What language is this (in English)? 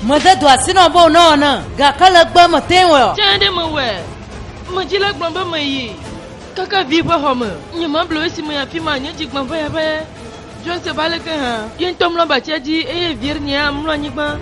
Ewe